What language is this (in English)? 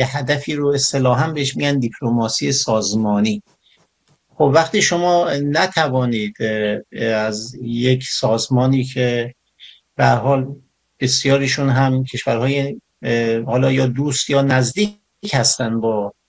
Persian